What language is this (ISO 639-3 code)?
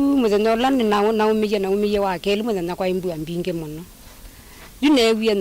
kam